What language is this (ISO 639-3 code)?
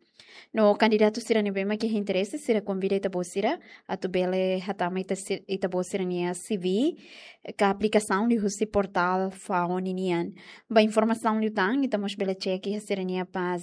tet